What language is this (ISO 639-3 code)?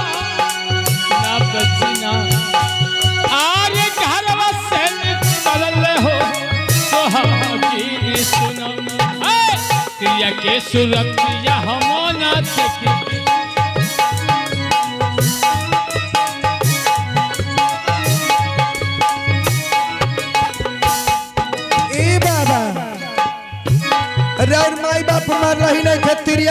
bho